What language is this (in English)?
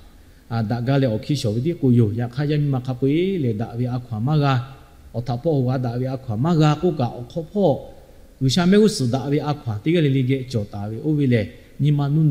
Lahu